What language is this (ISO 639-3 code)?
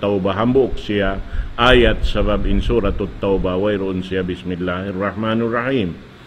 tsg